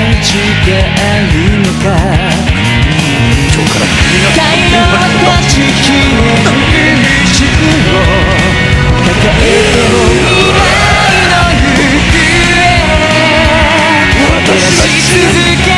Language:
Japanese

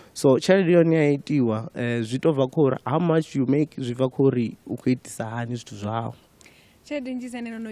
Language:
Venda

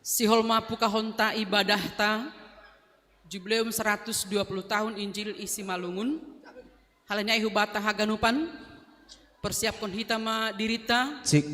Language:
Batak Simalungun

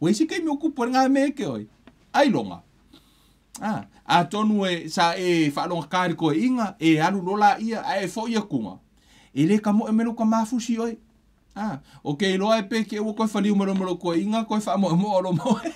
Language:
Samoan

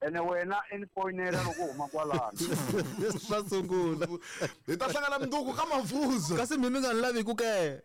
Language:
Tsonga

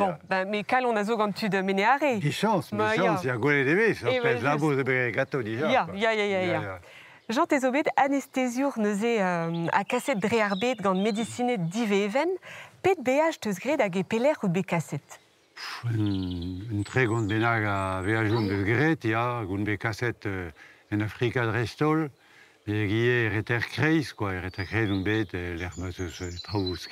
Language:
Breton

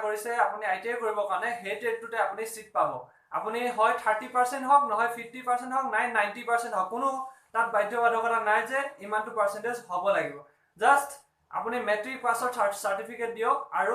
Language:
Assamese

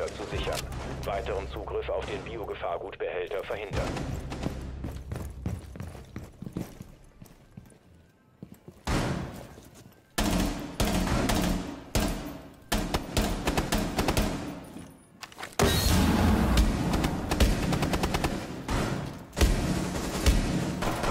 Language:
German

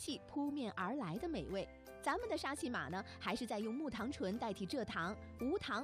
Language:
Chinese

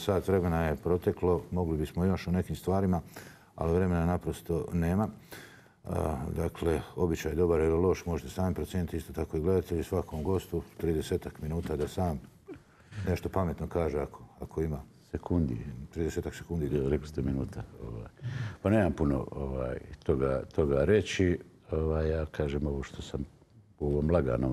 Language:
Bosnian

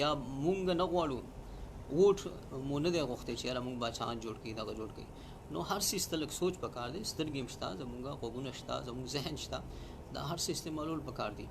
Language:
Pashto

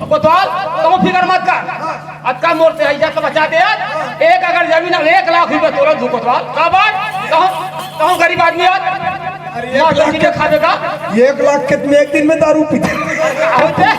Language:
Chhattisgarhi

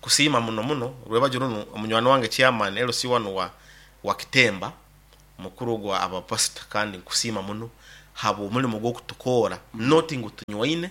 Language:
Nyankole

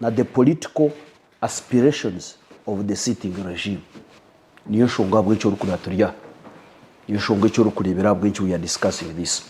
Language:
Nyankole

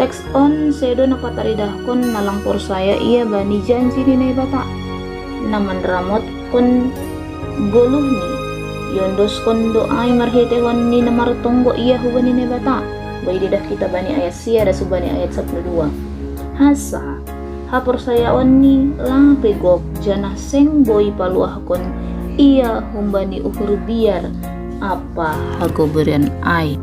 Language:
Batak Simalungun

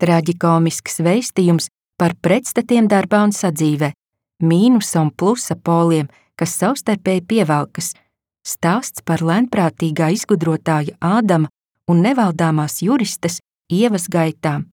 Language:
Latvian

